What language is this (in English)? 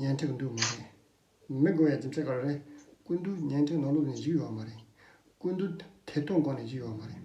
Tibetan